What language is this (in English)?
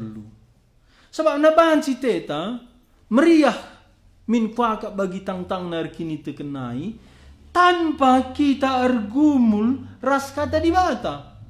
Batak Karo